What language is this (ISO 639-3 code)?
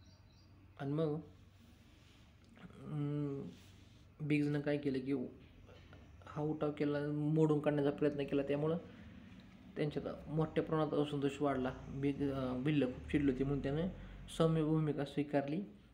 mar